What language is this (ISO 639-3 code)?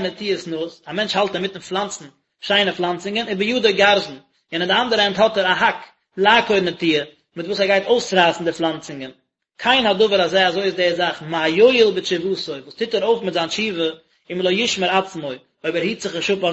yid